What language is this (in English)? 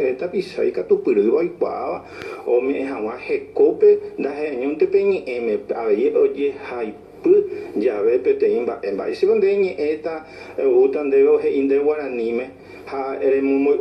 Guarani